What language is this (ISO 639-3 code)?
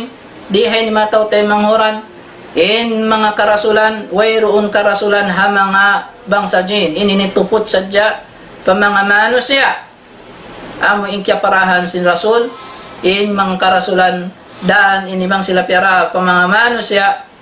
tsg